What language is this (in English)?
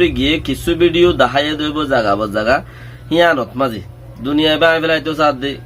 Rohingya